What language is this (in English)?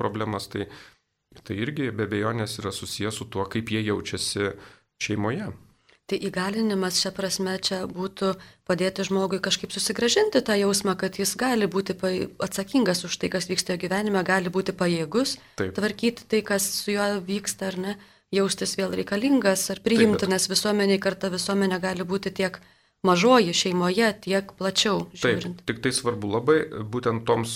Lithuanian